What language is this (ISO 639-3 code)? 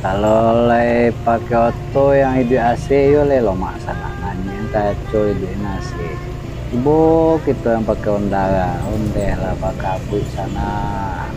min